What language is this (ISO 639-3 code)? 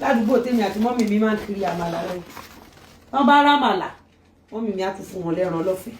yor